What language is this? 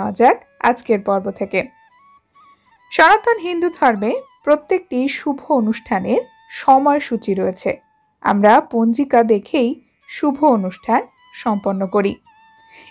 Bangla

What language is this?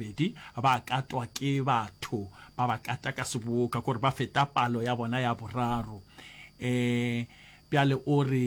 Northern Sotho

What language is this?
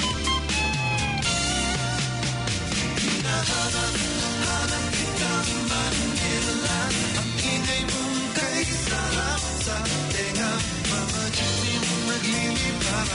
Filipino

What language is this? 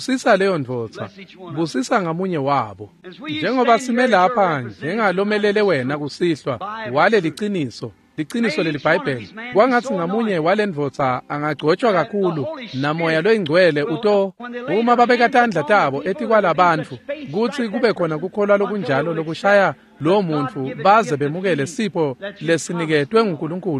Swati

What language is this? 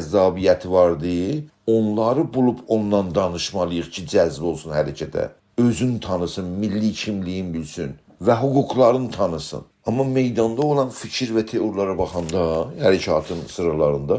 South Azerbaijani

